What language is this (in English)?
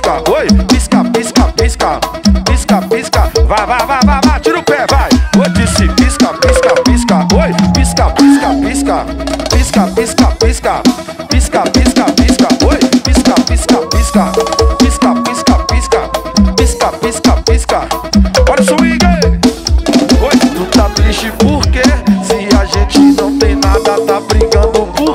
Portuguese